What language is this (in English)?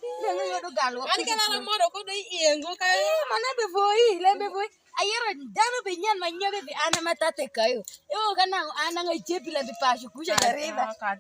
Alur